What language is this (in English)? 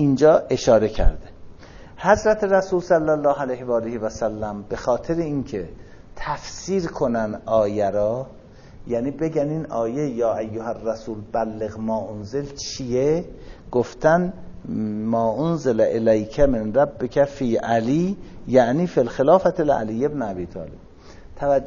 Persian